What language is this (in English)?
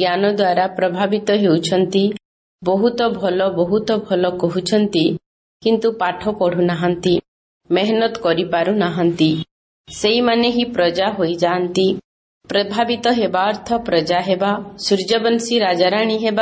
Odia